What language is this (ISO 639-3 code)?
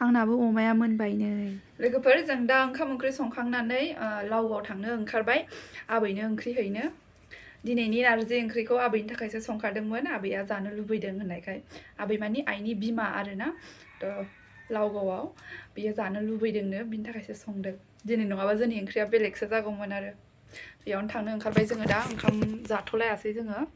brx